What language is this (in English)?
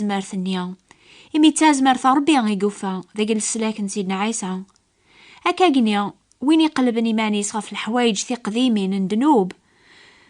Kabyle